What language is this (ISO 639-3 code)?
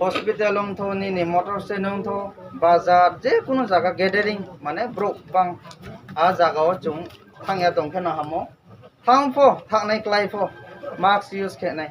ria